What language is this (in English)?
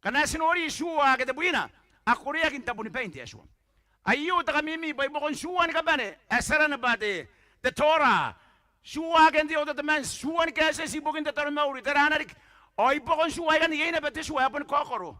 Gilbertese